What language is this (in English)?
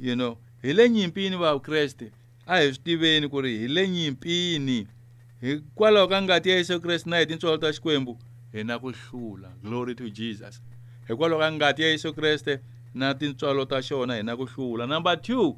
Tsonga